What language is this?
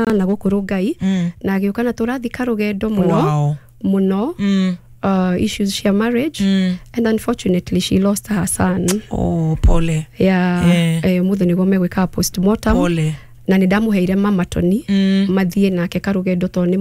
Kikuyu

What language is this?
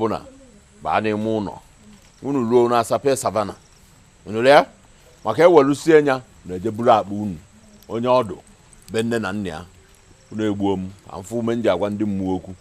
Igbo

